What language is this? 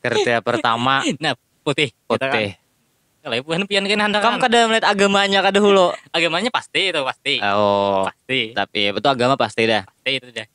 Banjar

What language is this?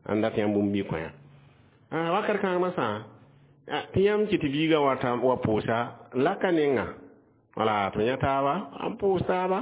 Mossi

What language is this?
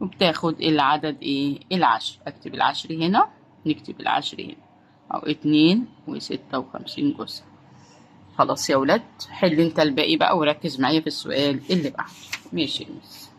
Egyptian Arabic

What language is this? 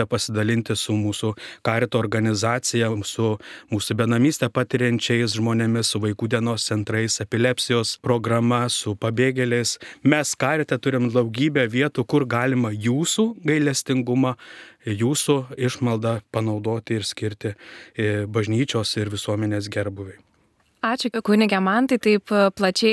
Lithuanian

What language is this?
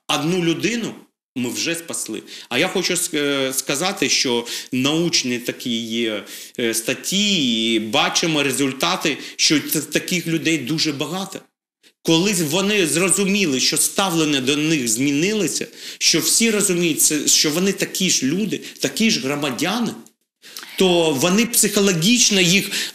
Ukrainian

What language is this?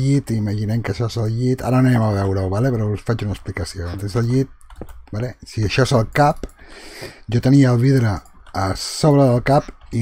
Catalan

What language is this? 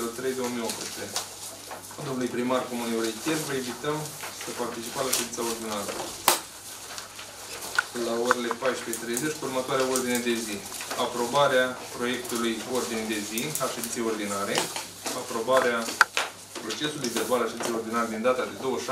Romanian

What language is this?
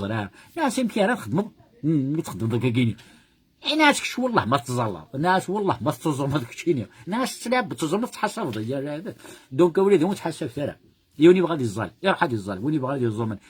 Kabyle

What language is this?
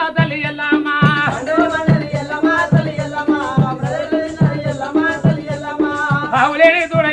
Telugu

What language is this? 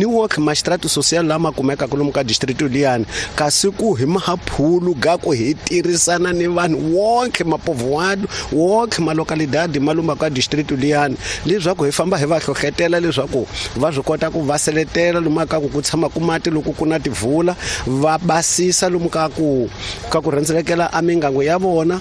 Tsonga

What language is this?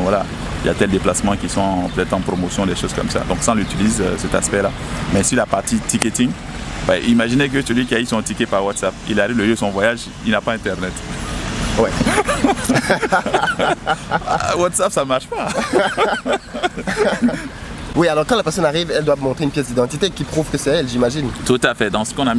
French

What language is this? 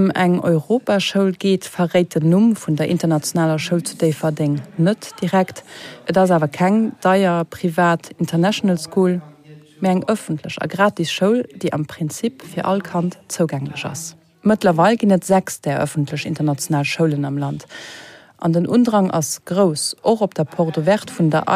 Luxembourgish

